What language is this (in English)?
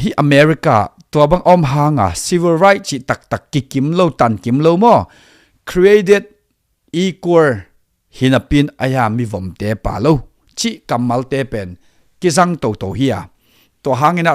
Tedim Chin